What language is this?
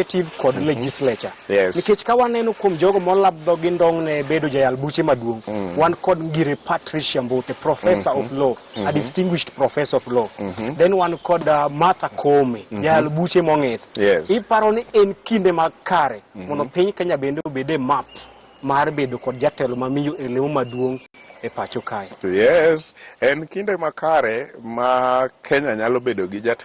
Luo (Kenya and Tanzania)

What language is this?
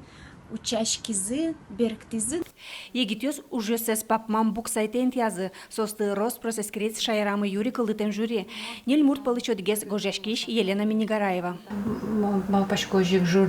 Udmurt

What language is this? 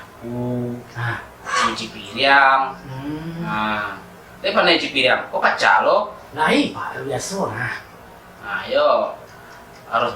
Minangkabau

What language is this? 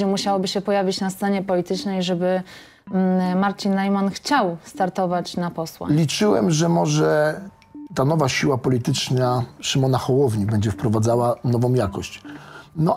Polish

